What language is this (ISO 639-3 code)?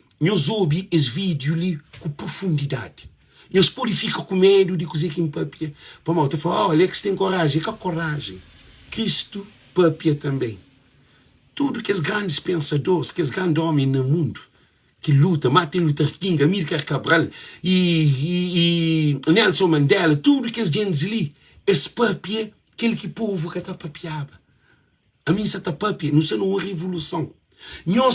kea